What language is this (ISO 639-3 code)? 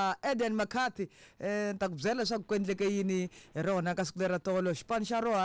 tso